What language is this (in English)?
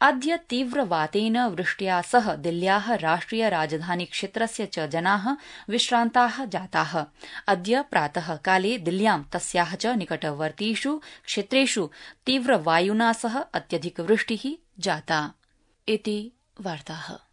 Sanskrit